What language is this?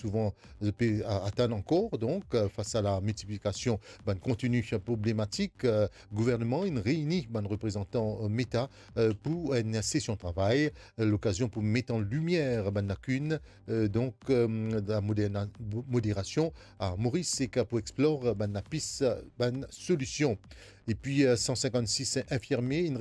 Morisyen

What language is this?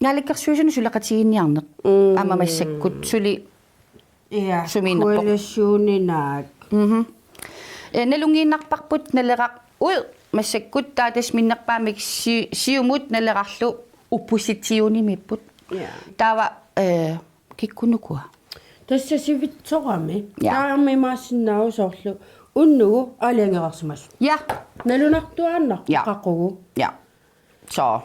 Kalaallisut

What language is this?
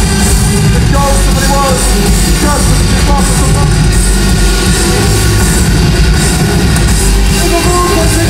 English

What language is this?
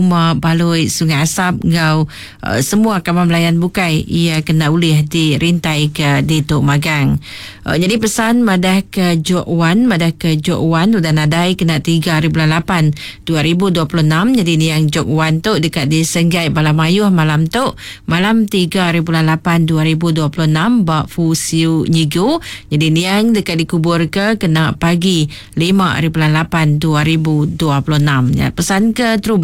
Iban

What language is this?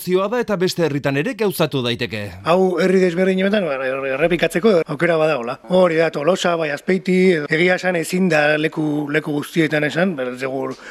Basque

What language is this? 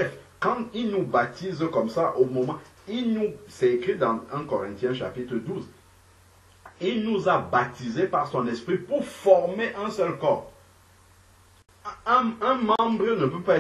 French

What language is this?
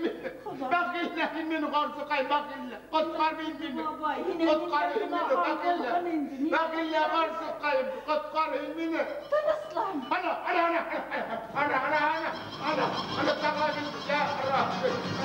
Bashkir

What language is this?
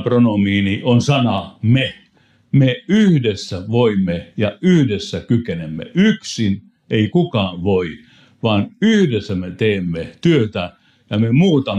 Finnish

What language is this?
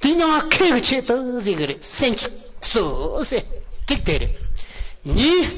Tibetan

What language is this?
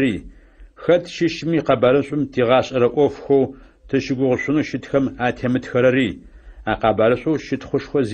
Adyghe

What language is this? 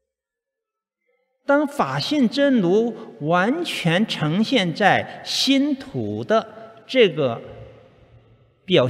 Chinese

